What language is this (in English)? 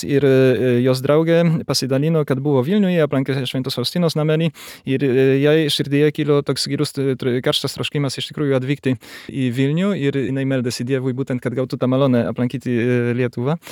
Lithuanian